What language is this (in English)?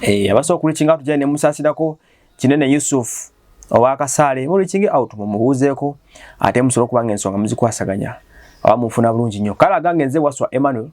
Ganda